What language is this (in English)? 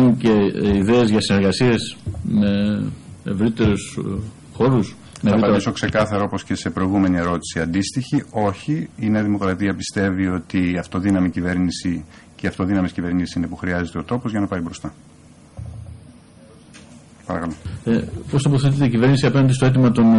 Greek